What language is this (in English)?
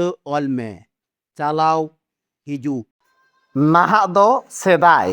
Santali